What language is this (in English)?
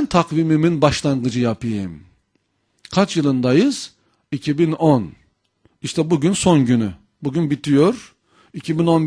Turkish